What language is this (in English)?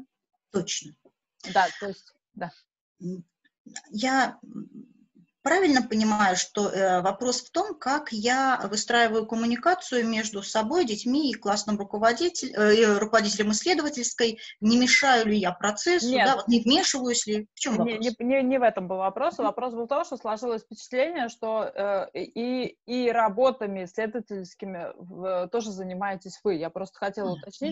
Russian